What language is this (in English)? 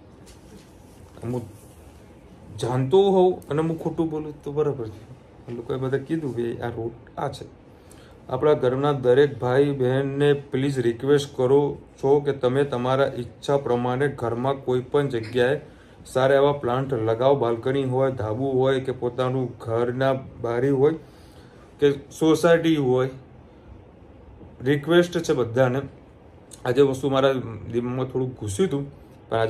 Gujarati